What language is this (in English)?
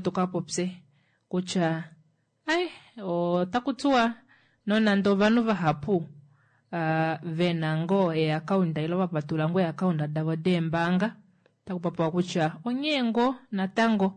Kuanyama